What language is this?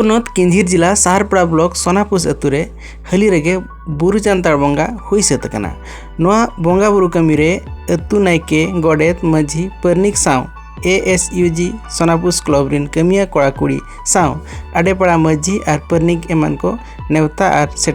Santali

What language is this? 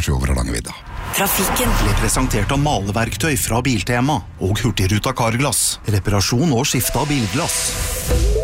Norwegian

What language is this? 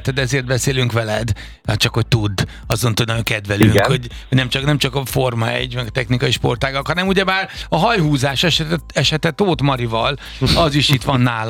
Hungarian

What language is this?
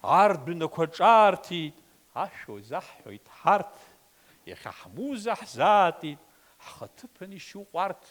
Abkhazian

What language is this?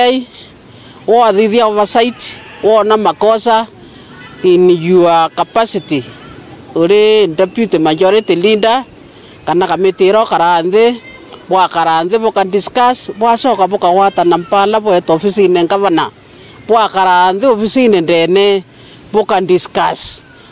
Meru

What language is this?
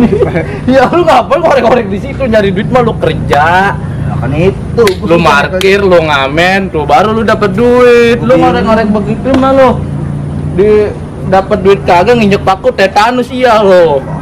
Betawi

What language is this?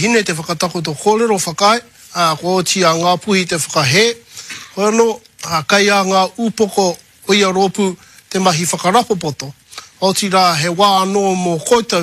Māori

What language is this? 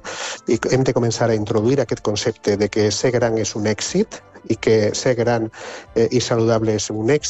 Catalan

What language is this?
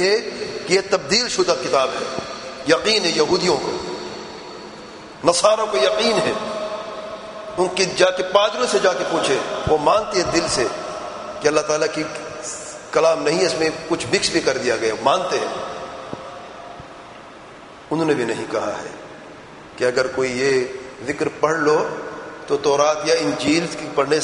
Urdu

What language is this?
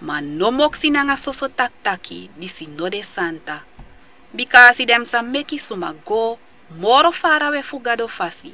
Sranan Tongo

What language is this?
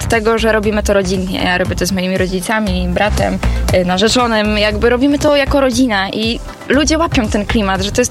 Polish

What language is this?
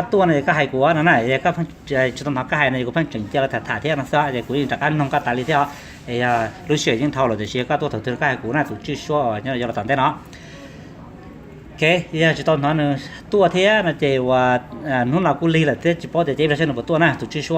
Hmong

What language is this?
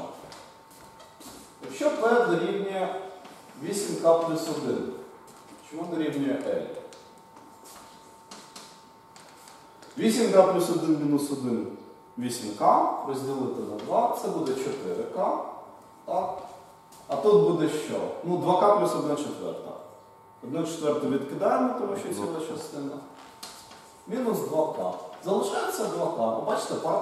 Ukrainian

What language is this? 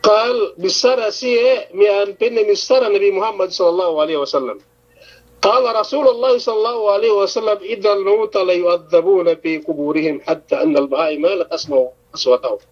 Yakan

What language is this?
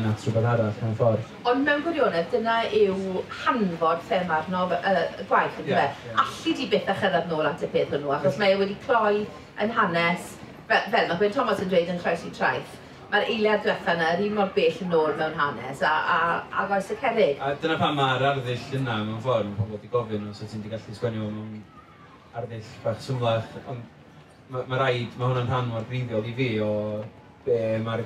Welsh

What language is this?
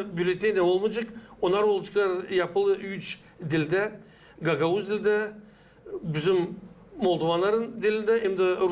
Gagauz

